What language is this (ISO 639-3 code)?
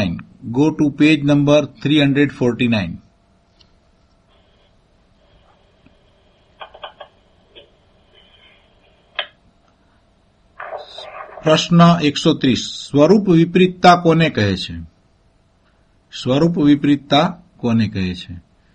guj